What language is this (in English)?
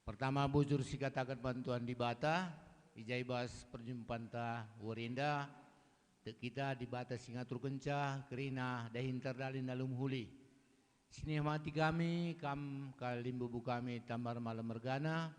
Batak Karo